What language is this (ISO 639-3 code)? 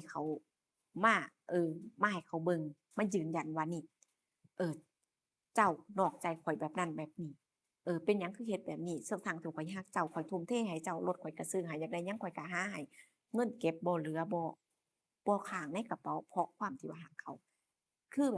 lao